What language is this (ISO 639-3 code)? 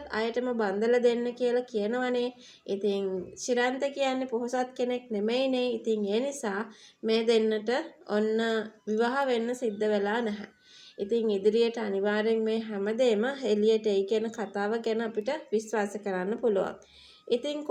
sin